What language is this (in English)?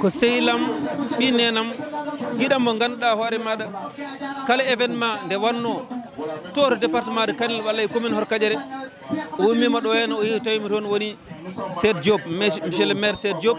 Fula